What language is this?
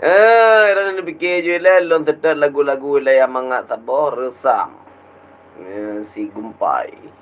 Achinese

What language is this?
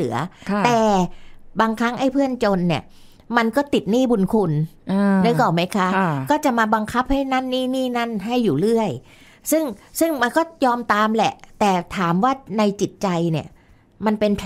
Thai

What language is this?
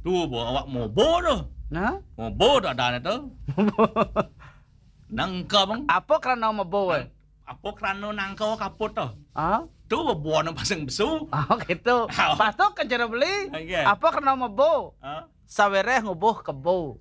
Balinese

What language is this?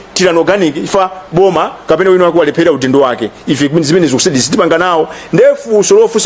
Nyanja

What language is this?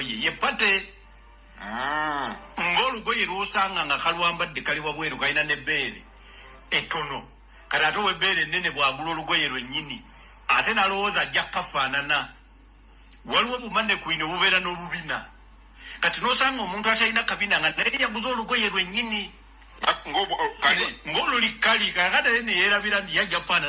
Ganda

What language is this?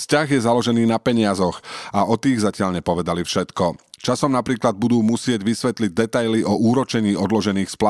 Slovak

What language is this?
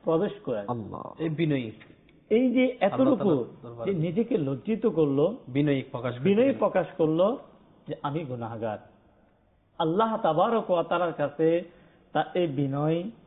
Bangla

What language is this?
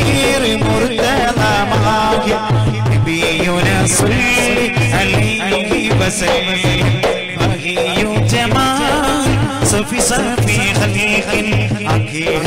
Malayalam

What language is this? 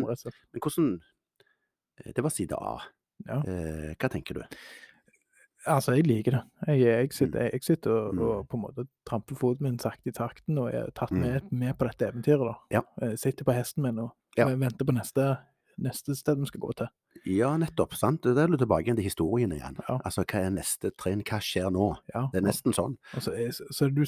Norwegian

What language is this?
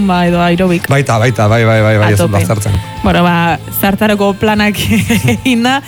Basque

